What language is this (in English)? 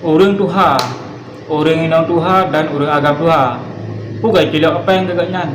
Achinese